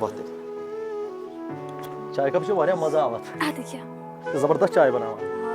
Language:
Kashmiri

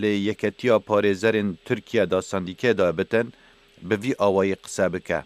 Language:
Kurdish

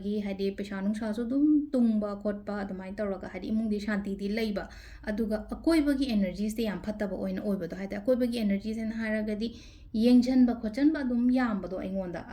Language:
Manipuri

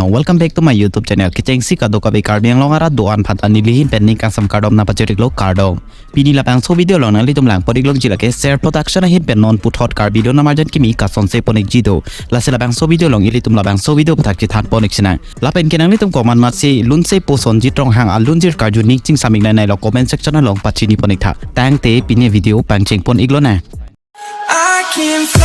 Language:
Karbi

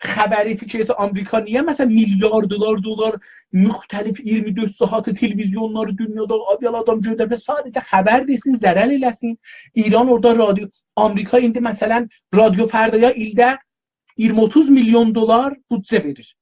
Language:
South Azerbaijani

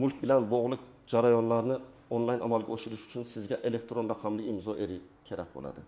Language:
Uzbek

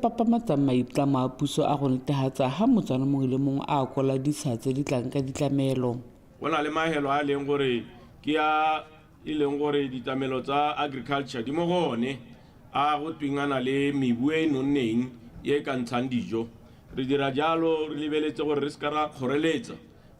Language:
Tswana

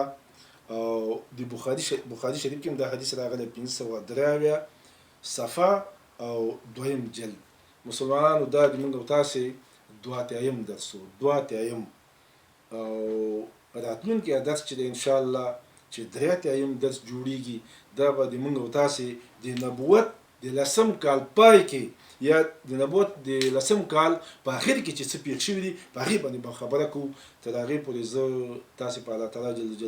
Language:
Pashto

